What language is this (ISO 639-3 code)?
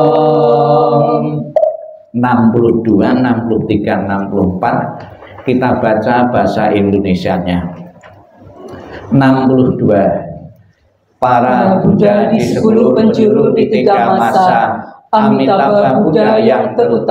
ind